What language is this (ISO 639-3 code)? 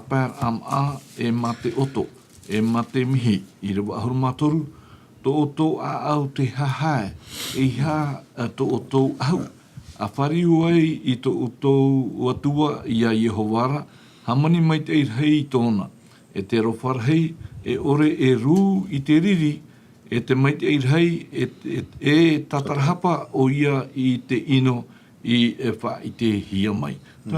tah